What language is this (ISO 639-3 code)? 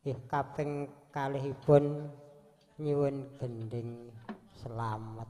jav